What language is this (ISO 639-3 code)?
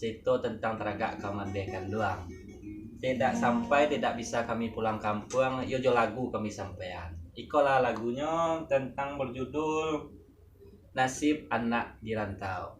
min